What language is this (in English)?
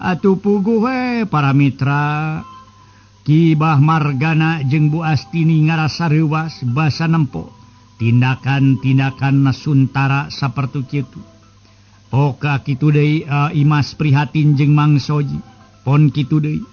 Sundanese